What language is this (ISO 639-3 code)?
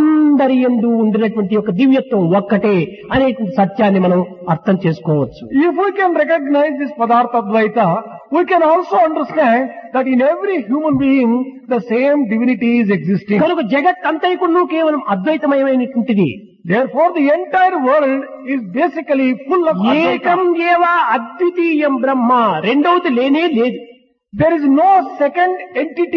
tel